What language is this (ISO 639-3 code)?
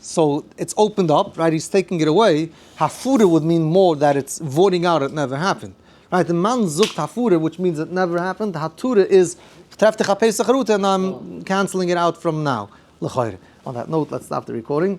yid